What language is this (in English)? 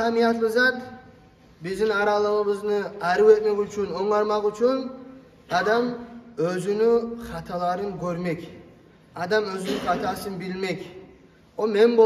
Kumyk